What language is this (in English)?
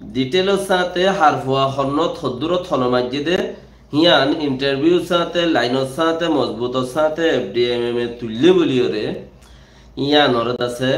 Rohingya